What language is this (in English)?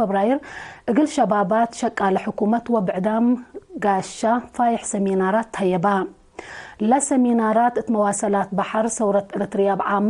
Tigre